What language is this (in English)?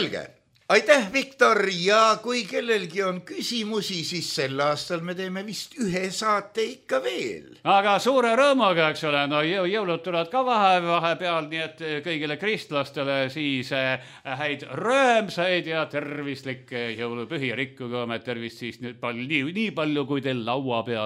Estonian